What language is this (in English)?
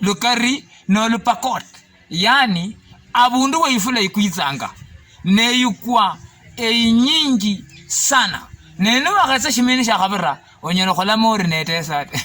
Luyia